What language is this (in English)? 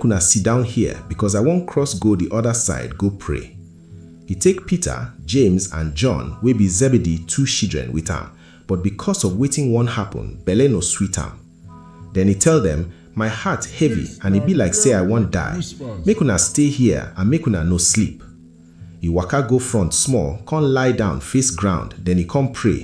Nigerian Pidgin